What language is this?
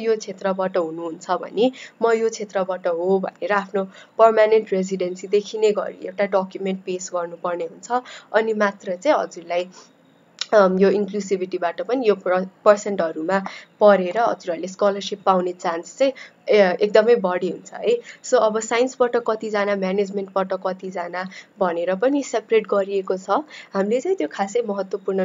Nepali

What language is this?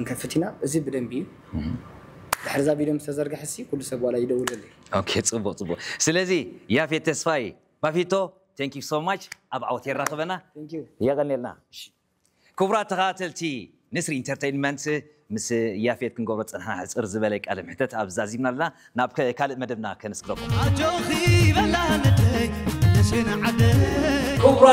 Tigrinya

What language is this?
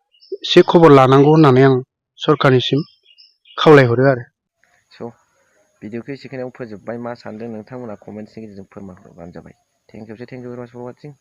Bodo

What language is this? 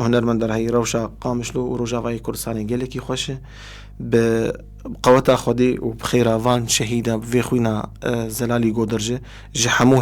Kurdish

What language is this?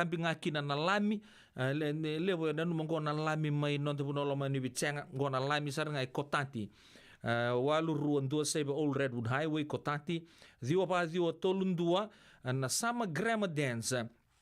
Fijian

